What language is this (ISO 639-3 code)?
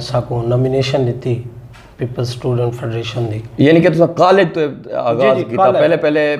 skr